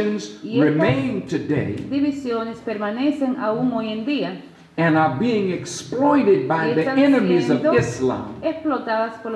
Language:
Spanish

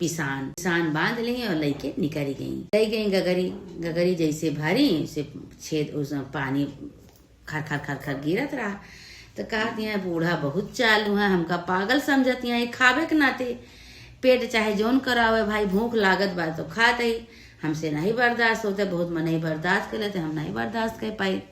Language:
Awadhi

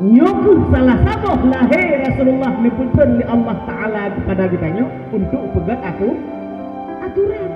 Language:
Achinese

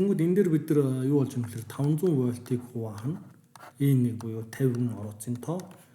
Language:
Mongolian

